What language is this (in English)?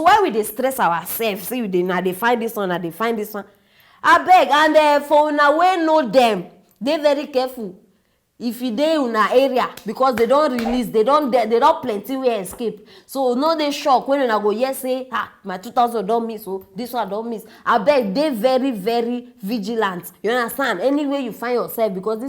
Nigerian Pidgin